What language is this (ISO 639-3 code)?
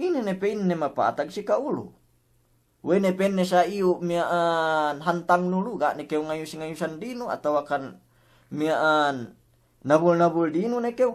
yka